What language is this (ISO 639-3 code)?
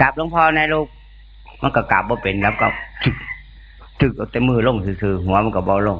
tts